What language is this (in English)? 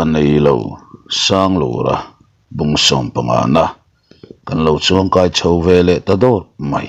Mizo